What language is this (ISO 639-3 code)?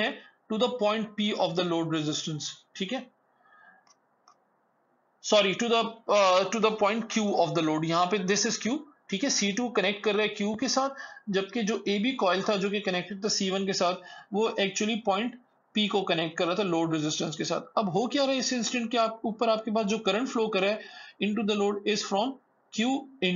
hin